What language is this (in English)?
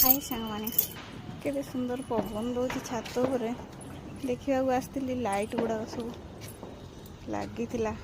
Odia